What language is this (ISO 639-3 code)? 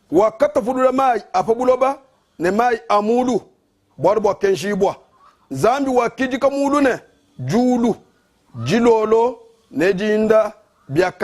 lua